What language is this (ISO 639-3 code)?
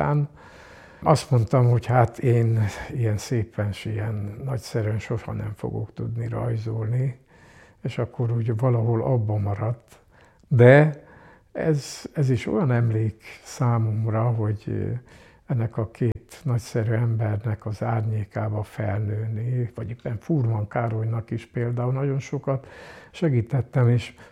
hun